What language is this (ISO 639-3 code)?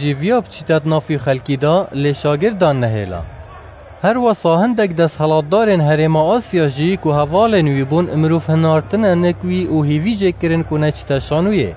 kur